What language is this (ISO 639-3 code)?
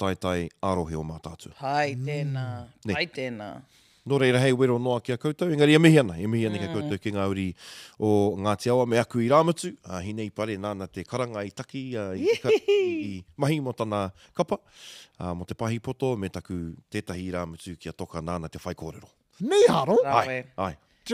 mri